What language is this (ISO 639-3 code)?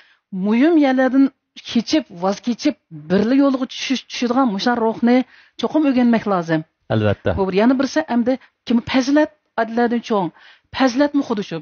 uig